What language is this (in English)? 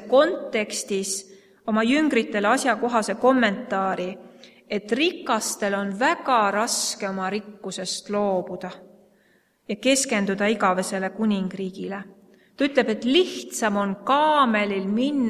Estonian